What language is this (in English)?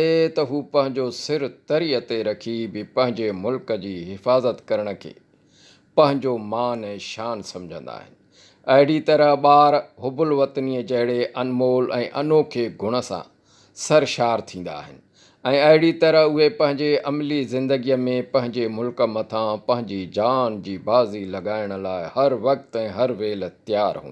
Sindhi